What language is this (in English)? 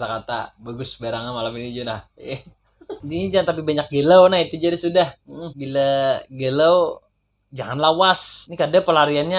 Banjar